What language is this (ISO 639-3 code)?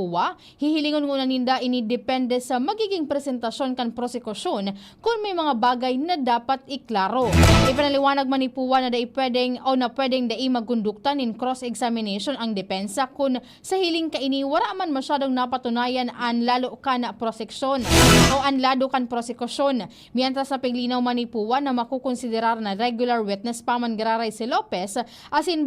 bik